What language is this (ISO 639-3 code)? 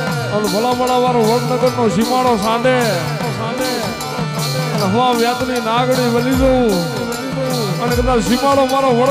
guj